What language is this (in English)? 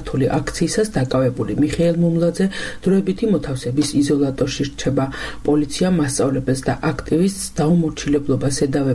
Georgian